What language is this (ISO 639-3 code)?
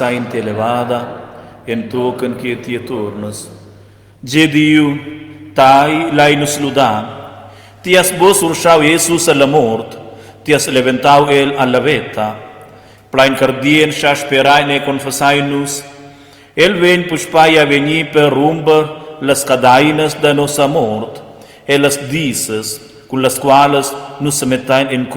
roh